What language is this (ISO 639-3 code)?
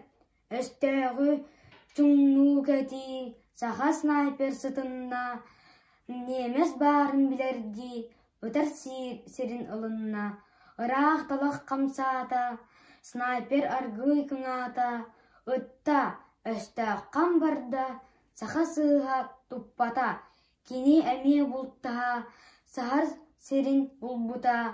sah